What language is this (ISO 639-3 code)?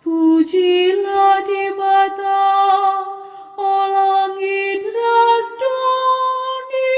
btx